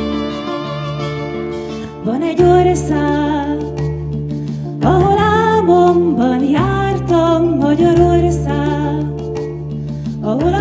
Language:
Hungarian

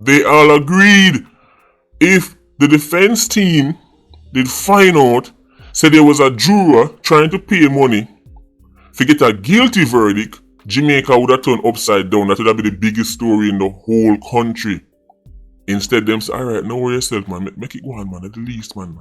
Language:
Jamaican Creole English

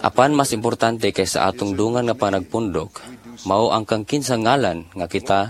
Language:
Cebuano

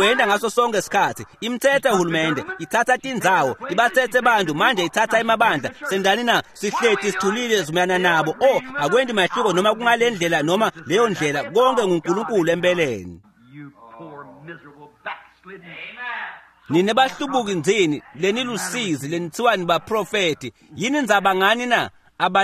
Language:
Swati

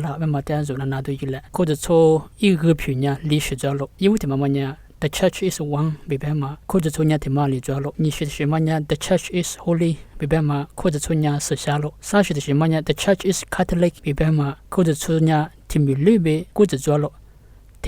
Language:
Lisu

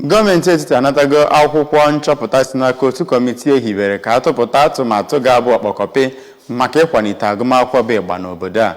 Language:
Igbo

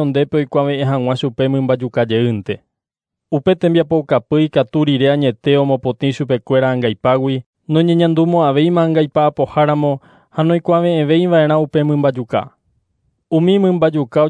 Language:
Guarani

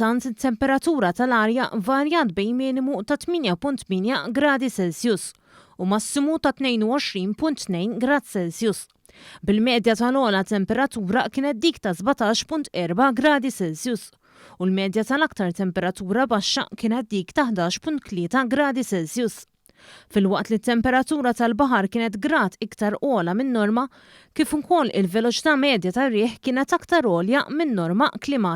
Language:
Maltese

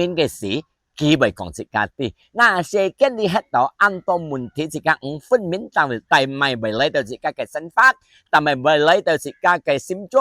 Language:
Hakka Chinese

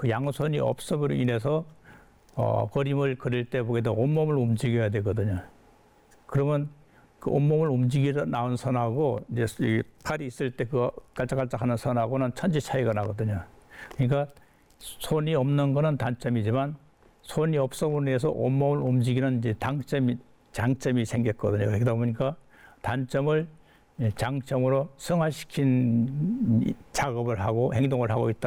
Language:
Korean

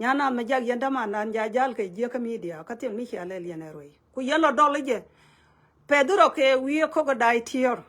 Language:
Nuer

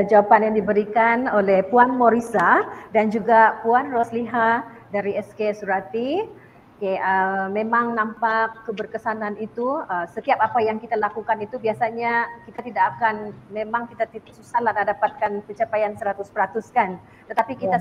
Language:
Malay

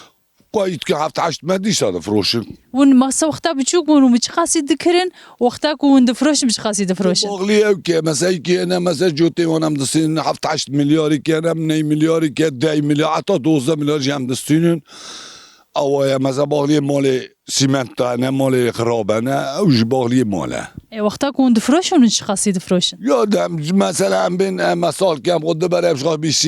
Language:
Kurdish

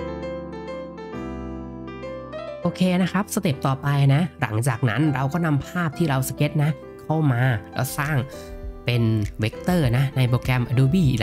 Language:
Thai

